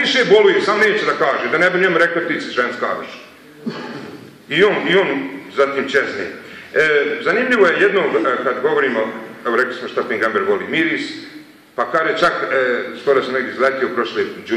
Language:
Bosnian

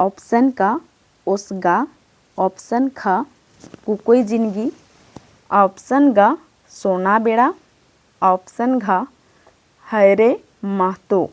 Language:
Kurukh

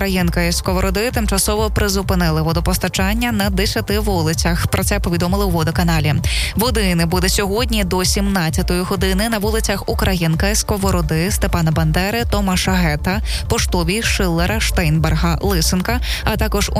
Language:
Ukrainian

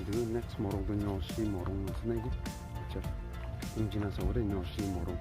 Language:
Naga Pidgin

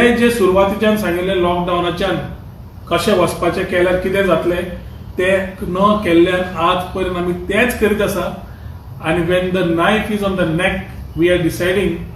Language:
Konkani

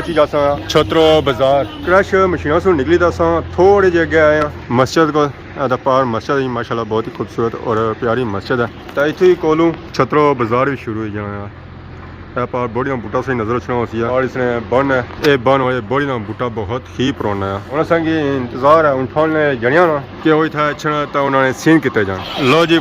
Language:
Pahari-Potwari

